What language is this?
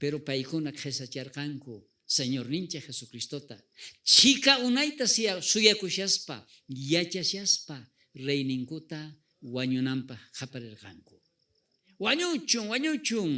South Bolivian Quechua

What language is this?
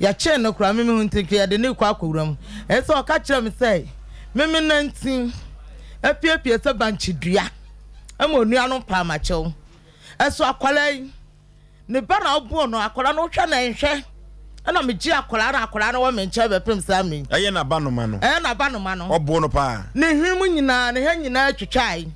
Akan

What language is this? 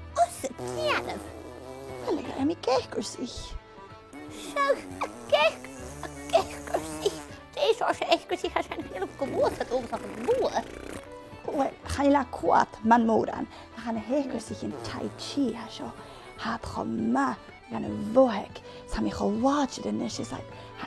Scottish Gaelic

